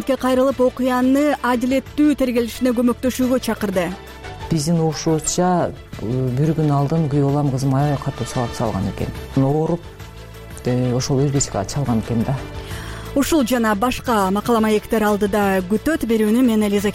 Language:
Kyrgyz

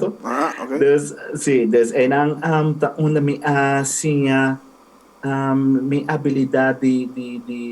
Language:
Papiamento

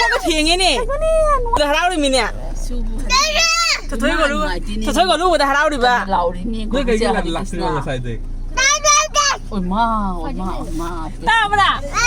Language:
Manipuri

